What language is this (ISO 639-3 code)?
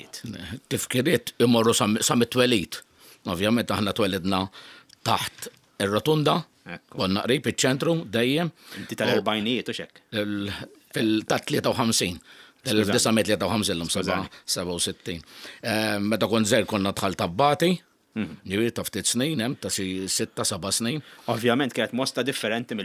mlt